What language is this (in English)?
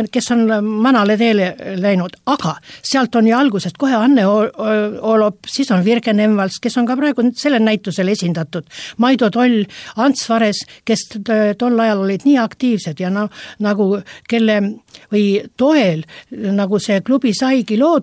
Estonian